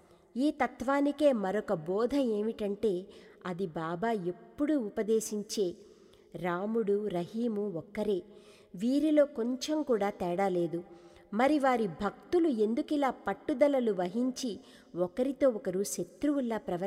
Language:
Telugu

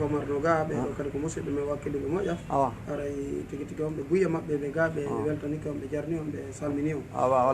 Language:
Fula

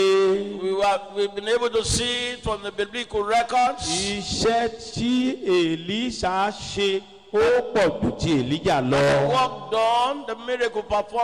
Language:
Yoruba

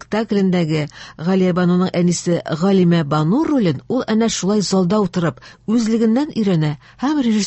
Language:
Tatar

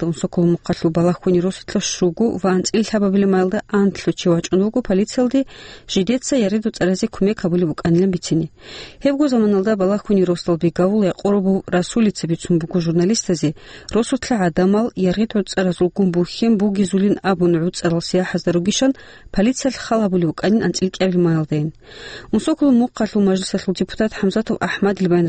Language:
Avaric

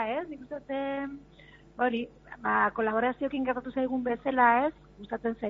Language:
Basque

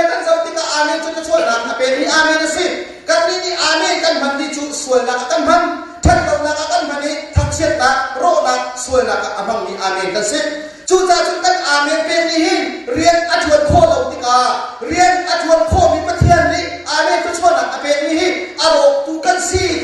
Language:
Hakha Chin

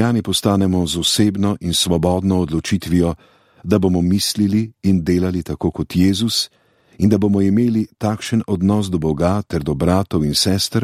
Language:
Slovenian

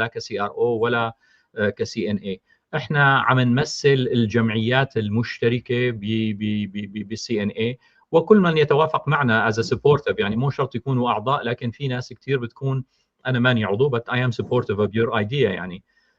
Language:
North Levantine Arabic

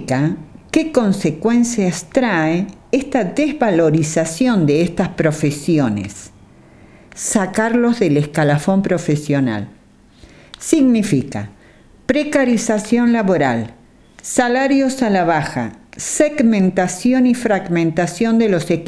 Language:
Spanish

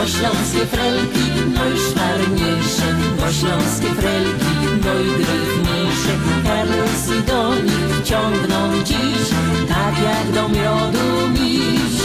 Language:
Silesian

